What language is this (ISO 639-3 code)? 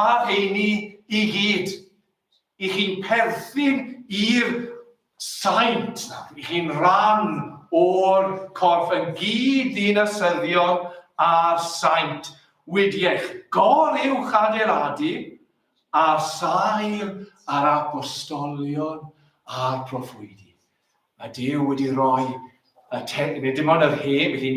cym